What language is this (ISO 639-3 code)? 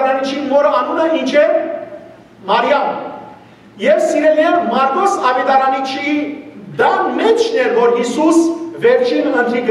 hyw